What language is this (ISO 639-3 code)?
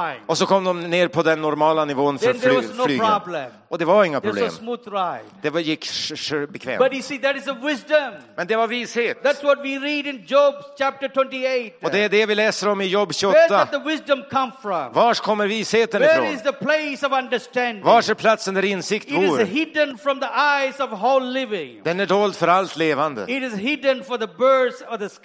swe